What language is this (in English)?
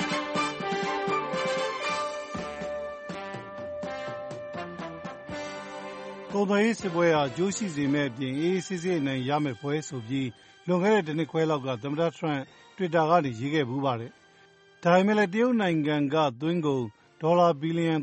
Burmese